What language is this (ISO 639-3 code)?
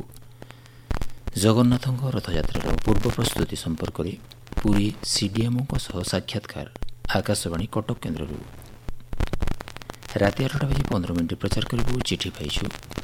ori